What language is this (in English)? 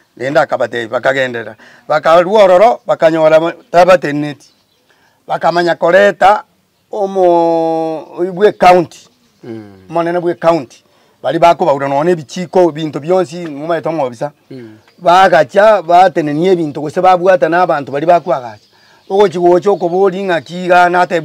Gusii